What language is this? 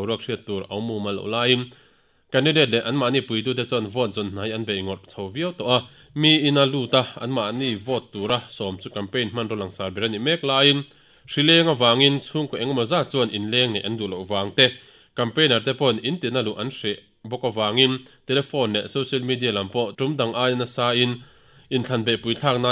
Mizo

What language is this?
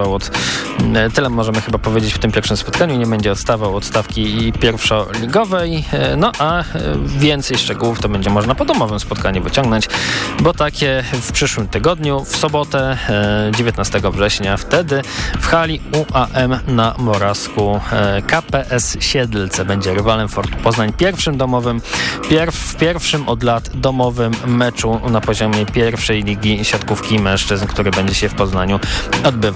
Polish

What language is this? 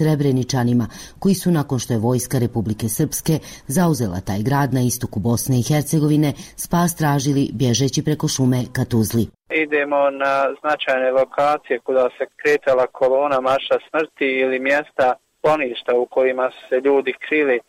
Bosnian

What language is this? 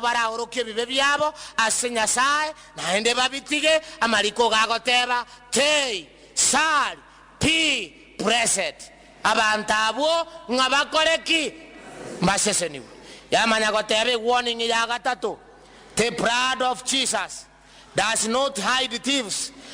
Gusii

